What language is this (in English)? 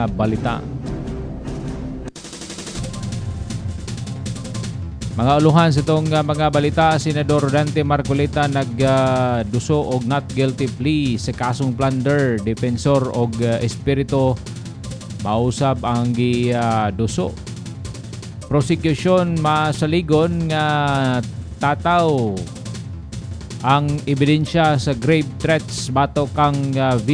Cebuano